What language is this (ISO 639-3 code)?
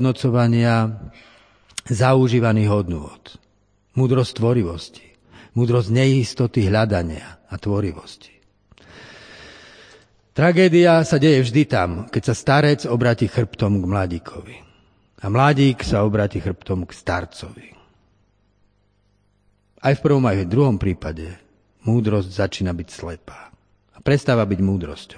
slk